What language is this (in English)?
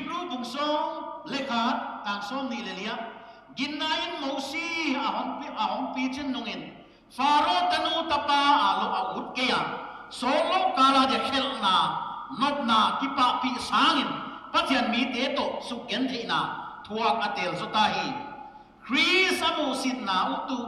Paite Chin